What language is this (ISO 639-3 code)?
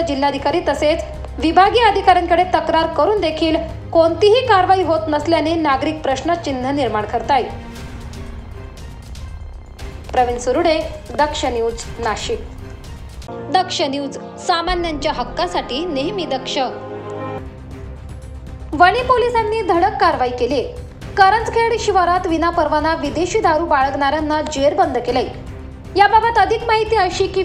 mar